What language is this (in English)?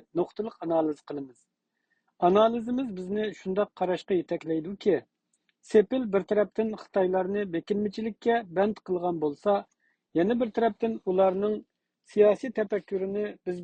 Uyghur